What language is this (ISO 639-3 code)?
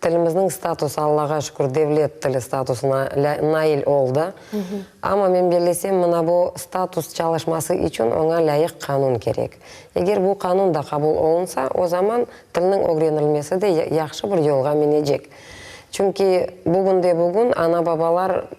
crh